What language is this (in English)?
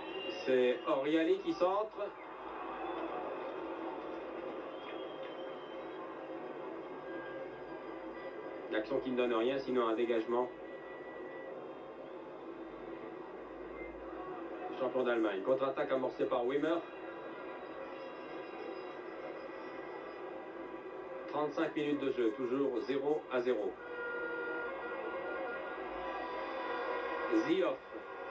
French